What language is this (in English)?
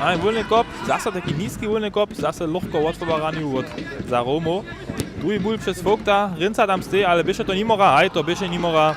Upper Sorbian